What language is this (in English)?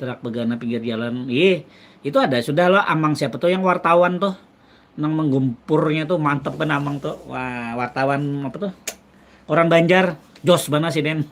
Banjar